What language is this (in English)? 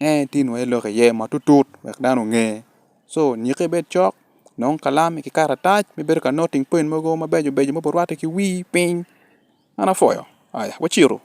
Acoli